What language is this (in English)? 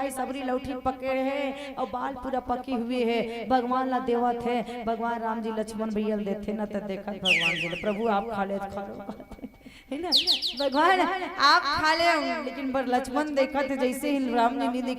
Chhattisgarhi